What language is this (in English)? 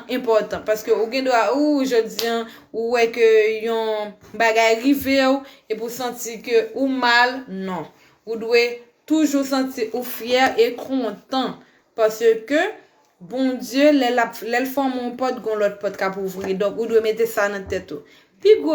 Haitian Creole